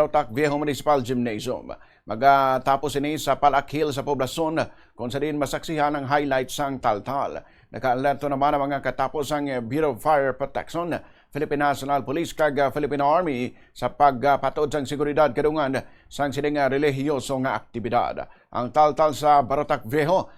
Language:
Hiligaynon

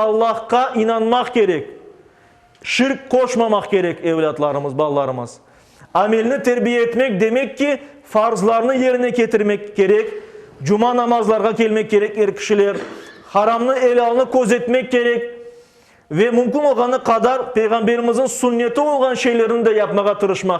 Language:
Crimean Tatar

